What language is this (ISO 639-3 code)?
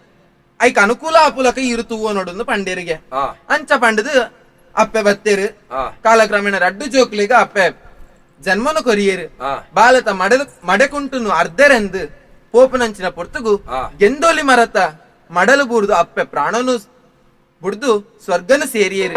tcy